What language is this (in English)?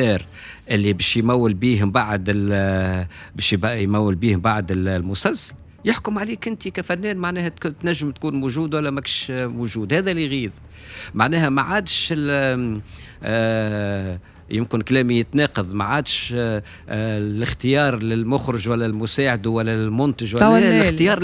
Tunisian Arabic